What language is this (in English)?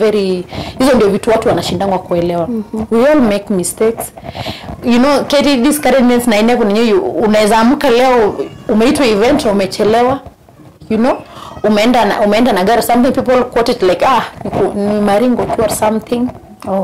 Masai